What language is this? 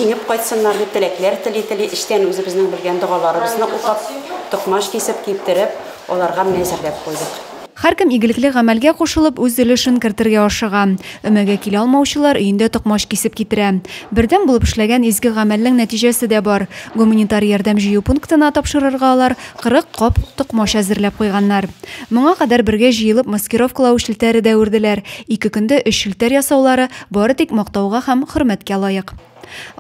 Tatar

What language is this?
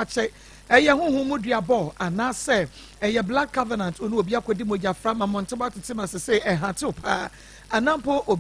Akan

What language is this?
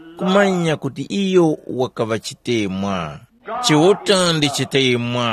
Tumbuka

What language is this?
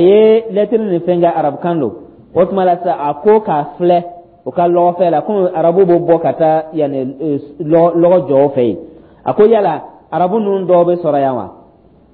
Dyula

